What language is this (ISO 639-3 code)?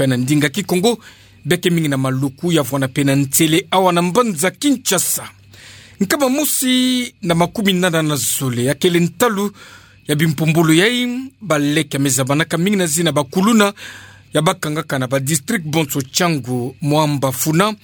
ktu